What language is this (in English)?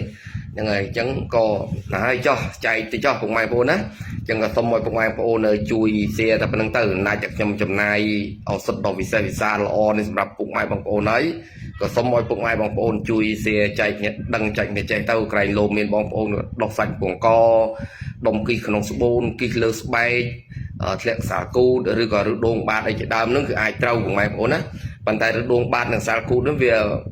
Khmer